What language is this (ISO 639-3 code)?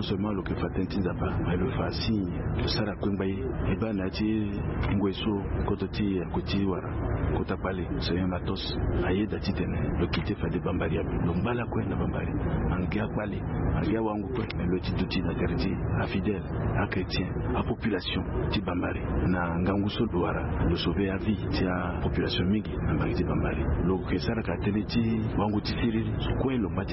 sag